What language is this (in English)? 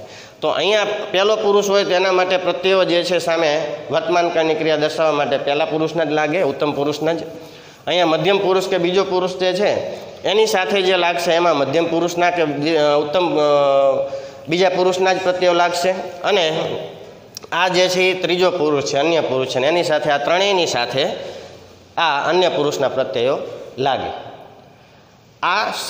Gujarati